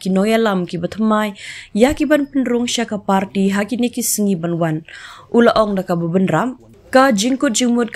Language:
Khasi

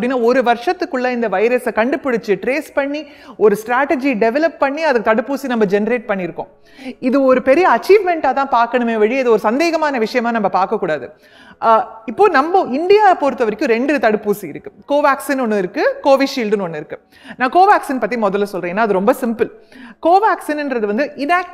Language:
Tamil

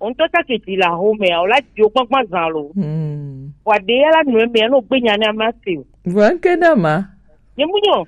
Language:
Gen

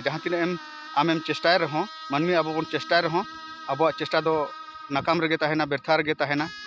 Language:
Santali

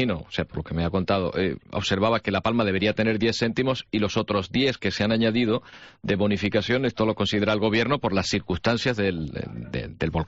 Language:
Spanish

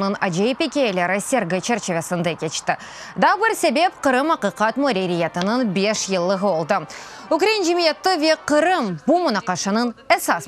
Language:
Crimean Tatar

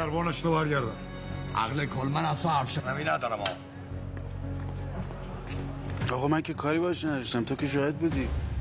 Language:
Persian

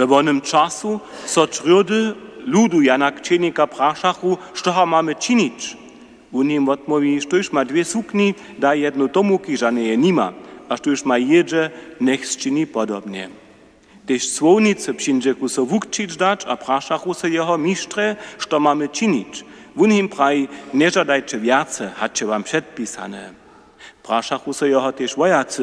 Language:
Upper Sorbian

